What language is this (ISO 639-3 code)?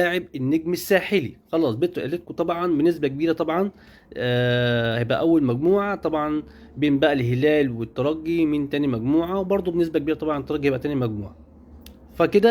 arz